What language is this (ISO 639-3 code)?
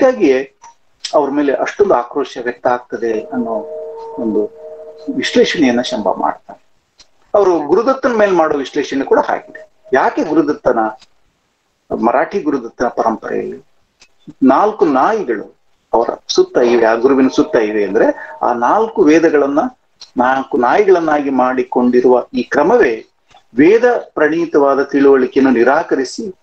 kan